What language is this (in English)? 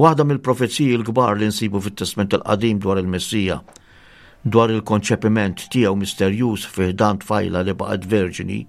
Maltese